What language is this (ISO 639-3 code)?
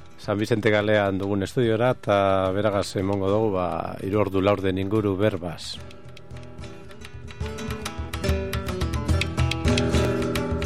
eus